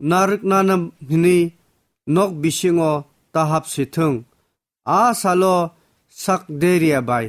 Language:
Kok Borok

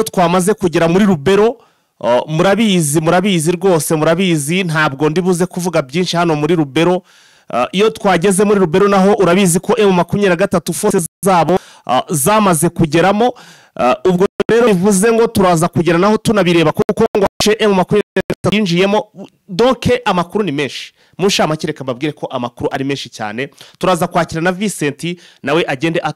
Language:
Kinyarwanda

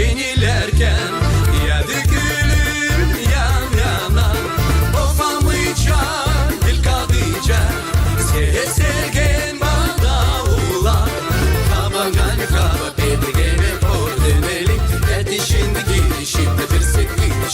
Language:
Gagauz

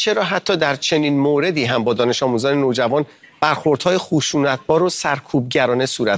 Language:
Persian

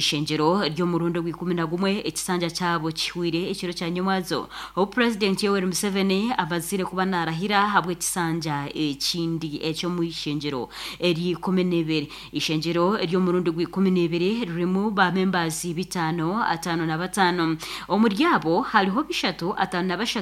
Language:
Nyankole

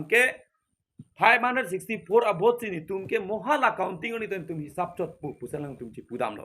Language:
Karbi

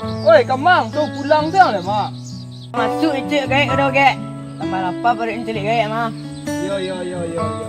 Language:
Minangkabau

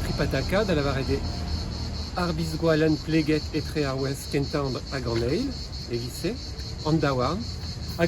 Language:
Breton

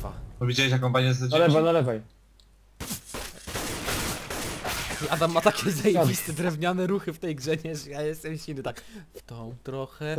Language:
Polish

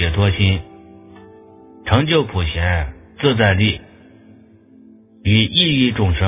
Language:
Chinese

